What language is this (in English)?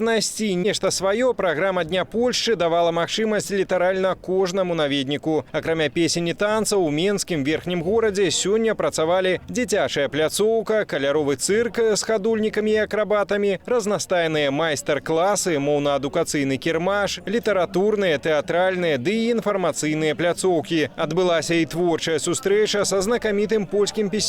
Belarusian